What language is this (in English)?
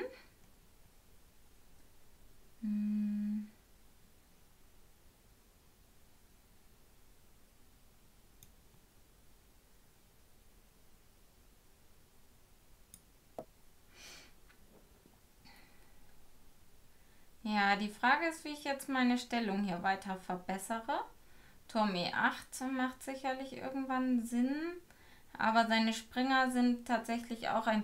German